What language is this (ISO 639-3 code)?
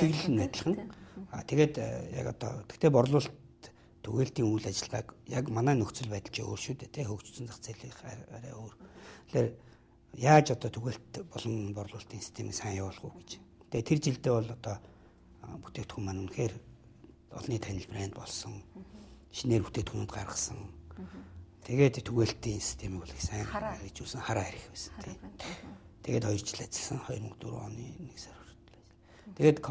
mon